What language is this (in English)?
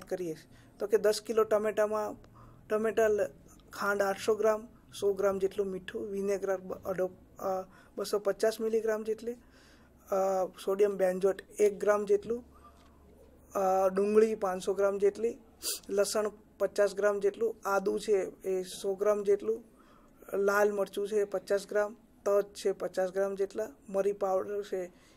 Gujarati